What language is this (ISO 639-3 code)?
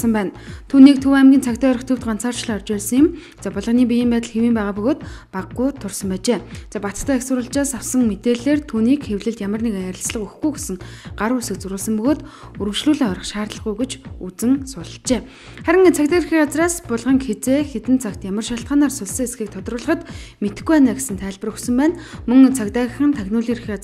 mon